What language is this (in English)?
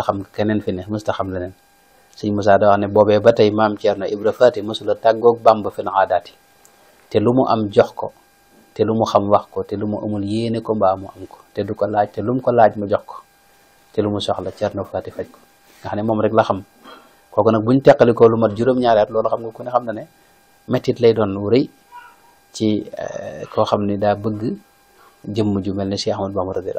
Wolof